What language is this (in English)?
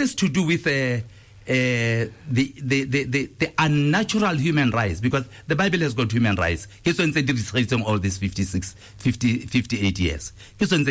Tswana